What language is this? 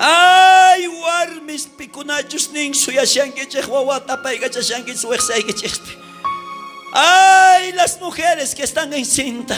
South Bolivian Quechua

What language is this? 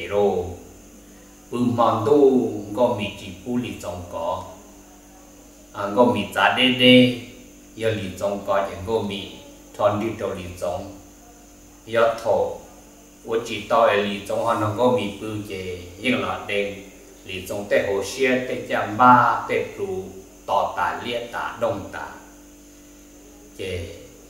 Vietnamese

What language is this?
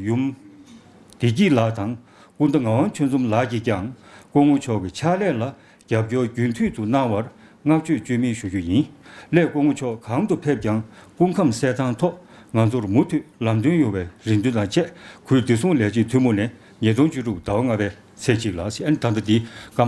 Tibetan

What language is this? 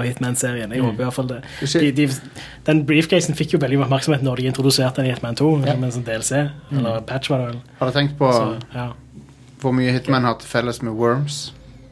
Norwegian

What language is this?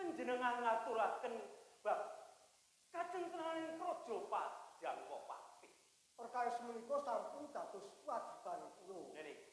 Javanese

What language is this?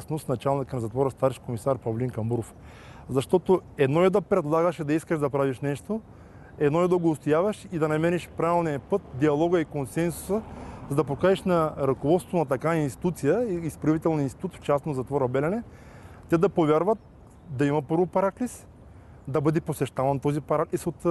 Bulgarian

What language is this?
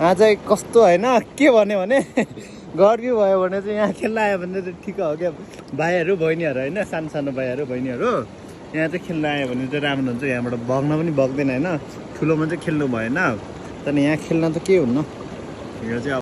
Nepali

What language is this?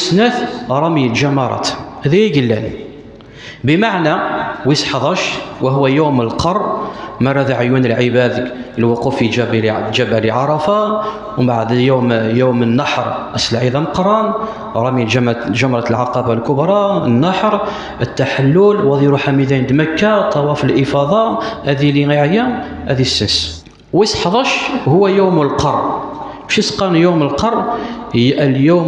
Kabyle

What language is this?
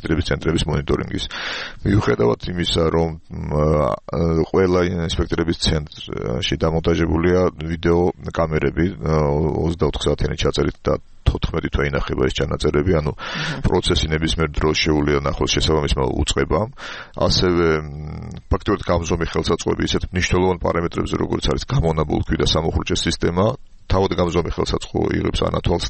Georgian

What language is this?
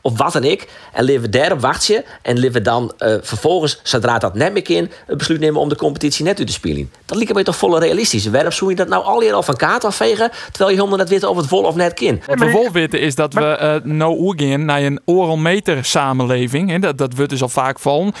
Western Frisian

